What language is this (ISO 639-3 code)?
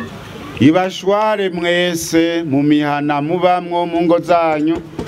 run